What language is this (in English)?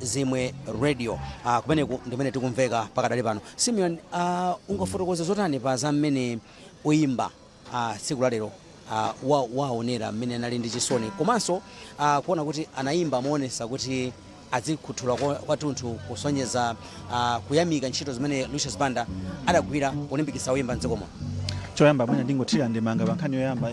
Nyanja